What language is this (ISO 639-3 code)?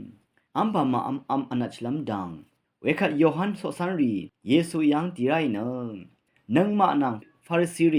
raw